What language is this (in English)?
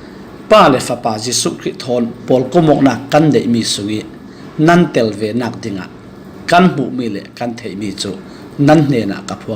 Falam Chin